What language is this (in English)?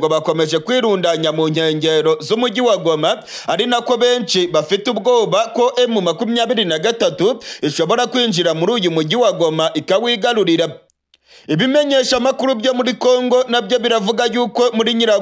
Kinyarwanda